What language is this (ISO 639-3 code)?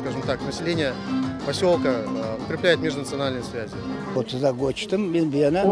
crh